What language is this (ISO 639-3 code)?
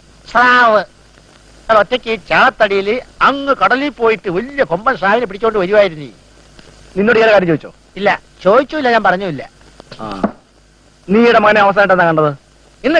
mal